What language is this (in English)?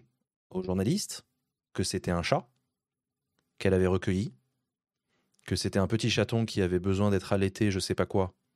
French